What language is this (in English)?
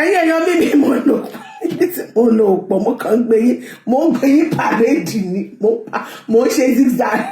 Yoruba